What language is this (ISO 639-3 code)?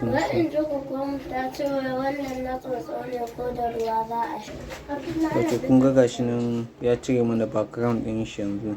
hau